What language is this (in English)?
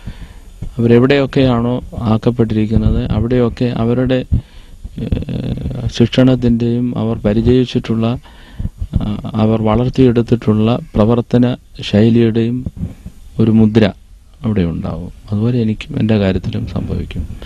Malayalam